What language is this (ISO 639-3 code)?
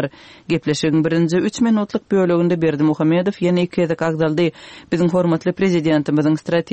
tuk